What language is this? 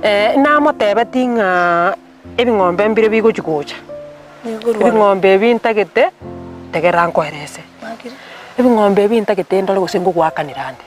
Gusii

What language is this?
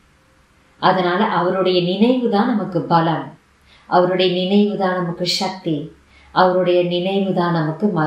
Tamil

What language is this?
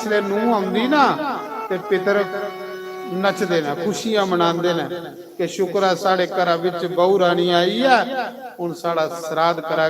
Dogri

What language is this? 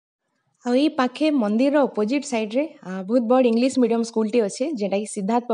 Sambalpuri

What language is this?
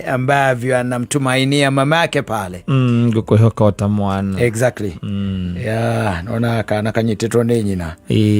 Kikuyu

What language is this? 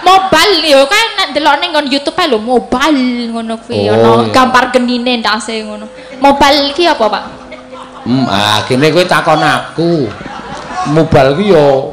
Javanese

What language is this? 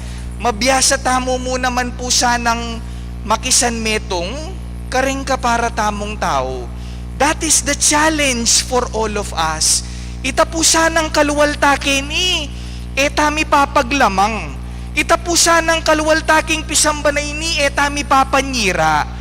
Pampanga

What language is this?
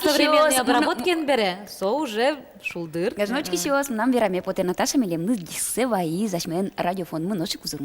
Udmurt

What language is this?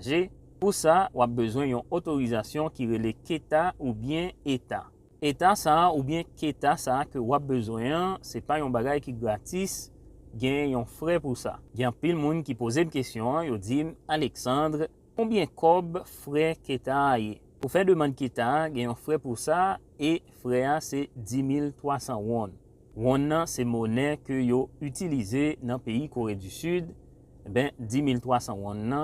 Haitian Creole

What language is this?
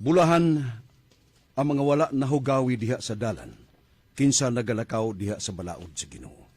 Cebuano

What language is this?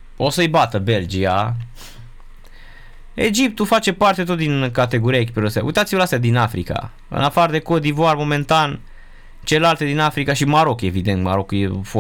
Romanian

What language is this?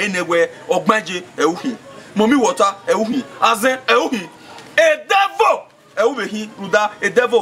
Bini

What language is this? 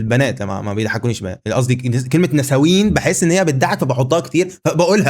Egyptian Arabic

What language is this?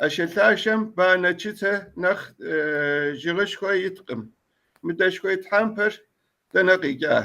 Kabardian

